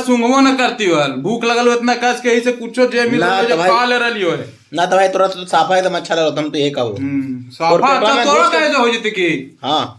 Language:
Magahi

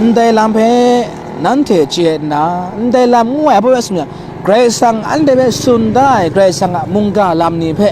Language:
Kachin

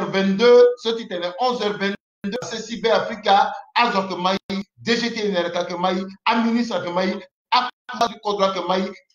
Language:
Sango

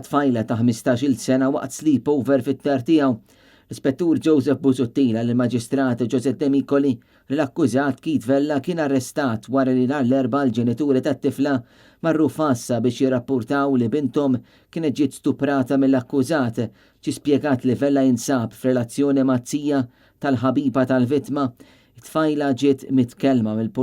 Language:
Maltese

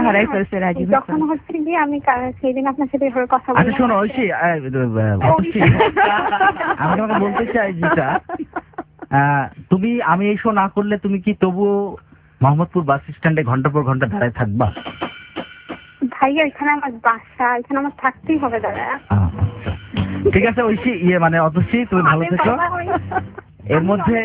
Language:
Bangla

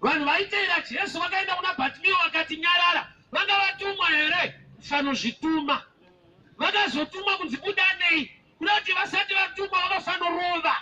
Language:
Shona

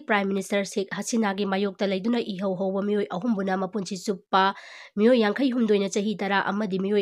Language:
Manipuri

